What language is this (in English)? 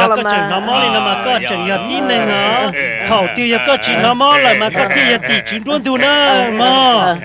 Hmong